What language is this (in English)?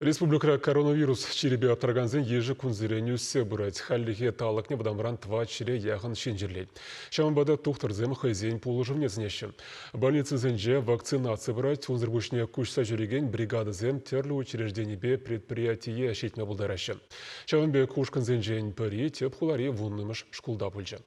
Chuvash